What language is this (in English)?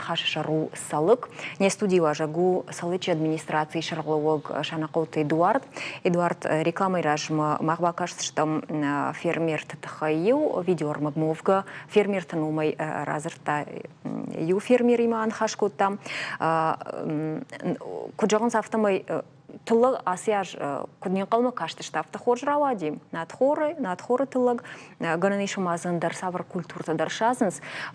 Ossetic